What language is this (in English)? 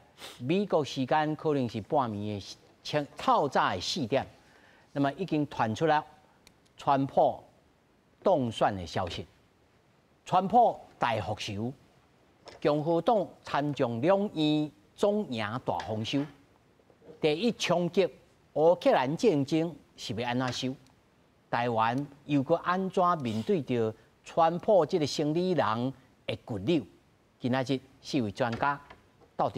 Min Nan Chinese